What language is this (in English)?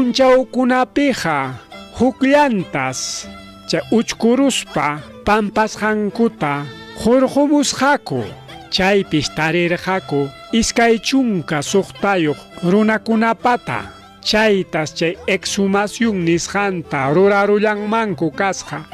Ayacucho Quechua